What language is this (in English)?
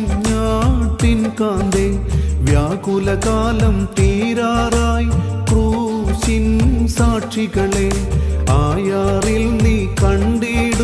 Malayalam